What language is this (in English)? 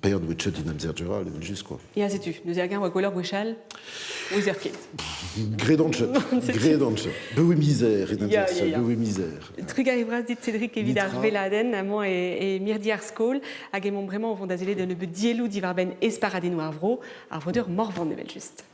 Breton